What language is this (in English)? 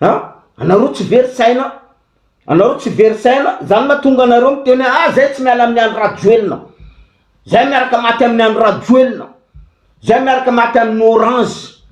Malagasy